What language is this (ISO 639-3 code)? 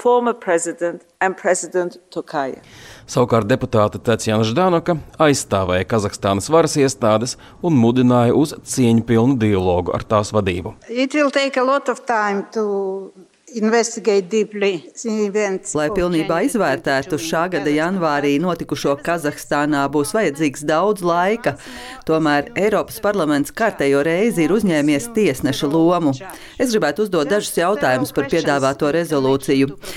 lav